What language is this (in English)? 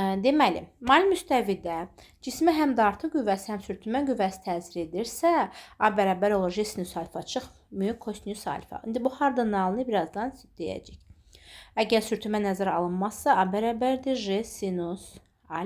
Azerbaijani